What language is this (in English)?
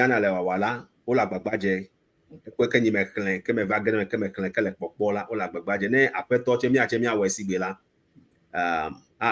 Ewe